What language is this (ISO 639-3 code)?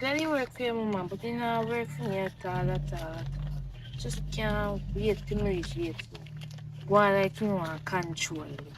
jam